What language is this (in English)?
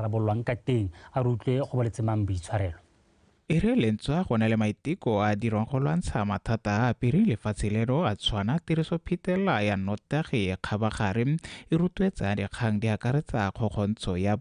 Tswana